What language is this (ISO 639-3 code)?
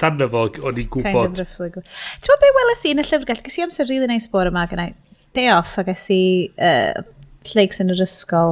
cym